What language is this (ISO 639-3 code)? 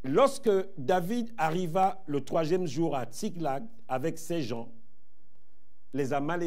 fra